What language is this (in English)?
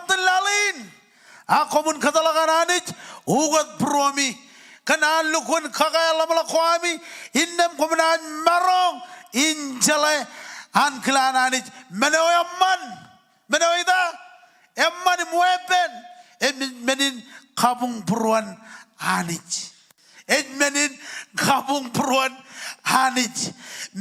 Marshallese